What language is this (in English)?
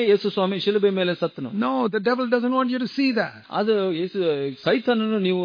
Kannada